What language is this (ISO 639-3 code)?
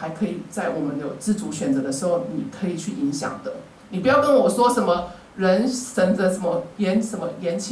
zho